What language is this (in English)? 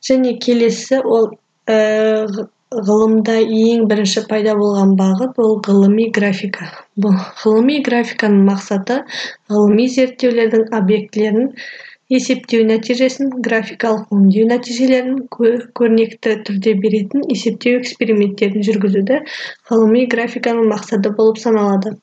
Kazakh